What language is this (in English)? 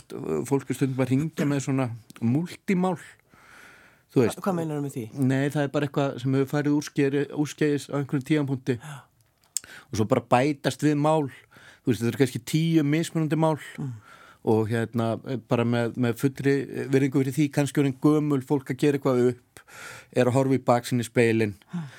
Icelandic